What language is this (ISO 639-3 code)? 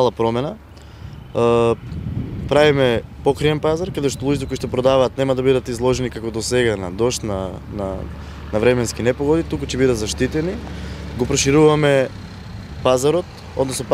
mkd